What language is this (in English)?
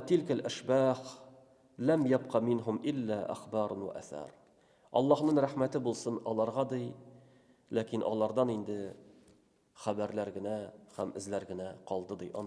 Tatar